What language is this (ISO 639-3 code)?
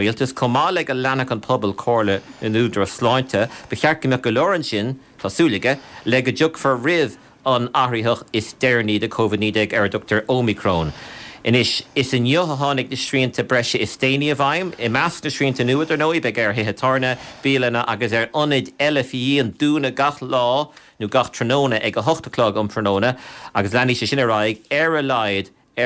gle